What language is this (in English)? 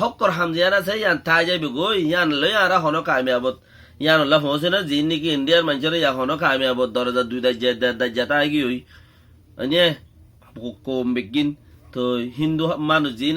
Rohingya